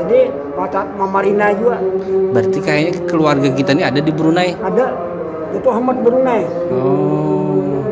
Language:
Banjar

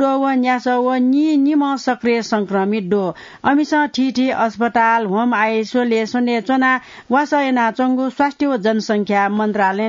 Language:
Newari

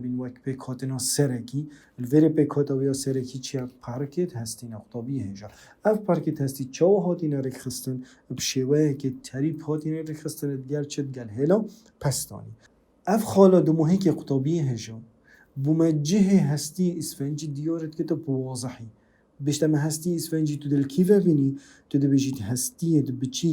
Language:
Kurdish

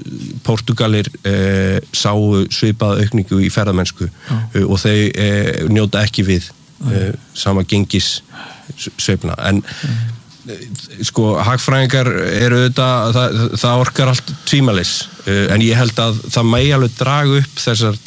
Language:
Icelandic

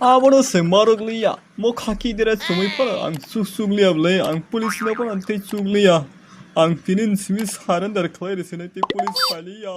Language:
Kok Borok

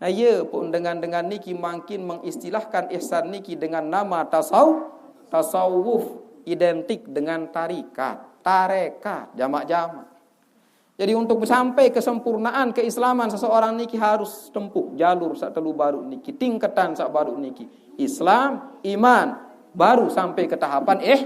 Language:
Sasak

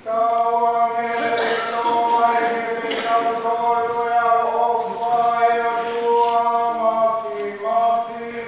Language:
Tongan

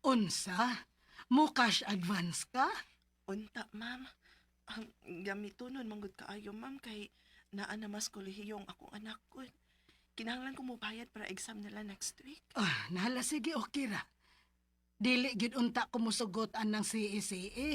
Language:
Cebuano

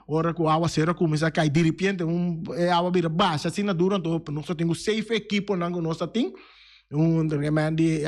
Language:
Papiamento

